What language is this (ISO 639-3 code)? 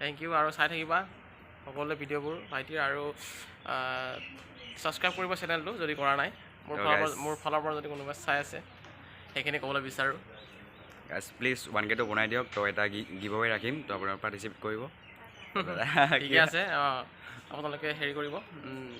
asm